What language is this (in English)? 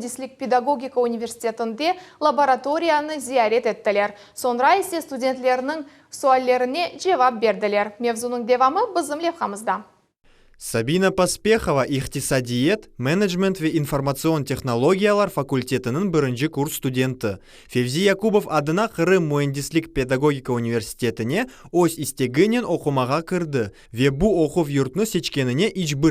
Crimean Tatar